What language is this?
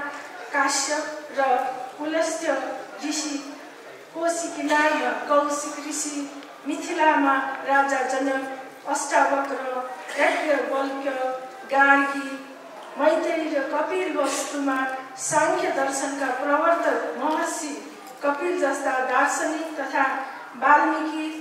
Nepali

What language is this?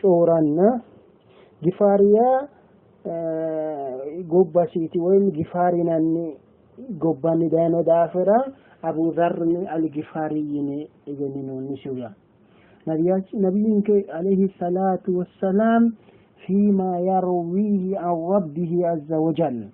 Sidamo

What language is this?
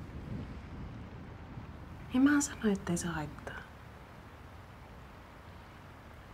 Finnish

